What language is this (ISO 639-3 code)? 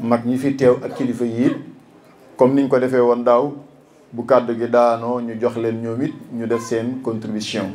wol